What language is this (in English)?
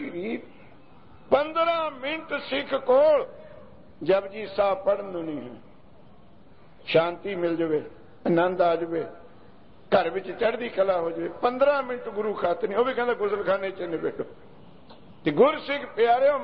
Punjabi